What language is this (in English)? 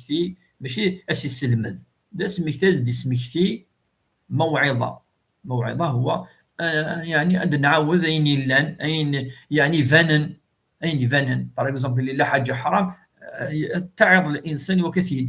Kabyle